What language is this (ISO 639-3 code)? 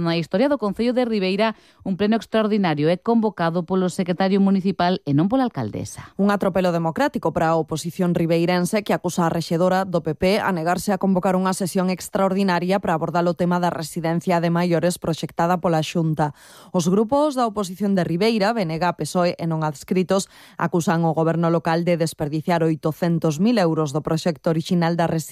glg